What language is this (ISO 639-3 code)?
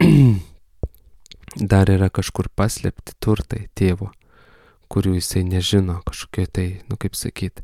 lit